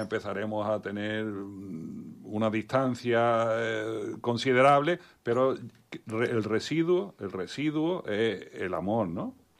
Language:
Spanish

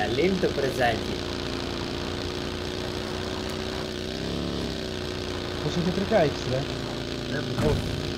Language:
Greek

